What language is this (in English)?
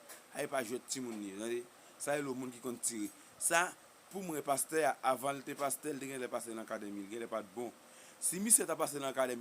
Haitian Creole